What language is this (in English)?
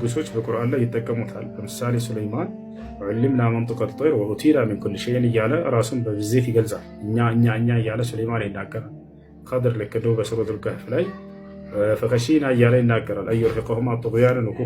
Amharic